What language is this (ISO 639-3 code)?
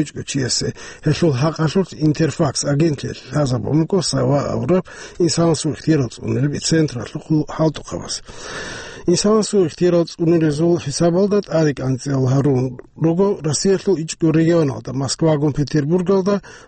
ava